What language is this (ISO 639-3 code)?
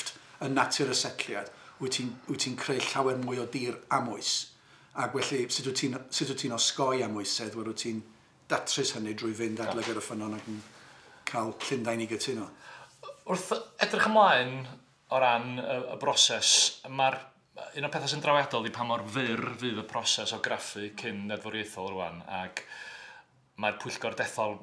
cym